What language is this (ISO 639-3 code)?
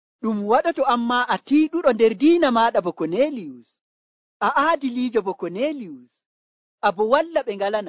fuv